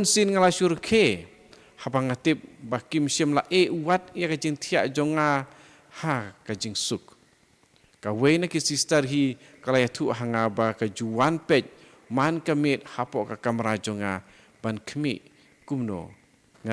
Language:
Khasi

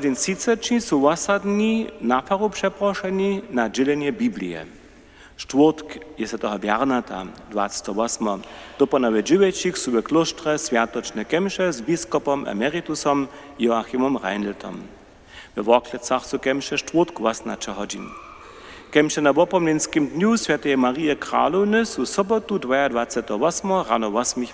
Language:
Upper Sorbian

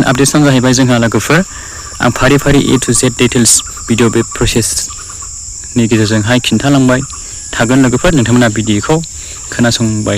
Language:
Bodo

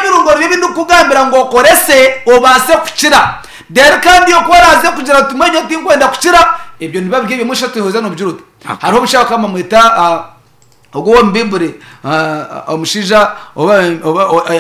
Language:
Nyankole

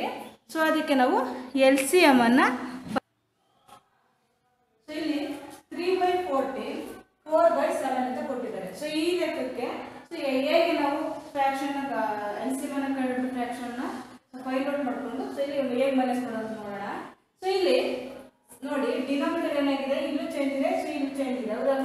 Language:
Kannada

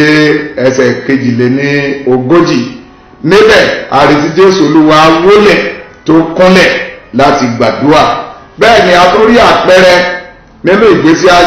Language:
Yoruba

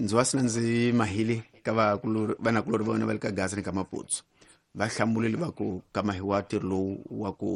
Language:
Tsonga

